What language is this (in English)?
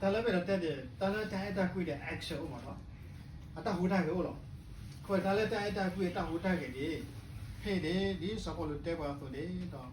S'gaw Karen